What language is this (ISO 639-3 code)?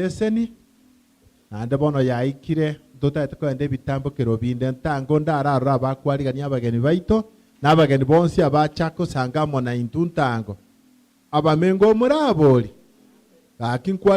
guz